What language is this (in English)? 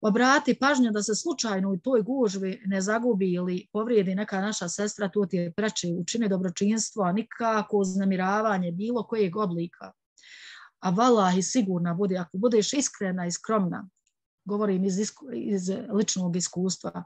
Bosnian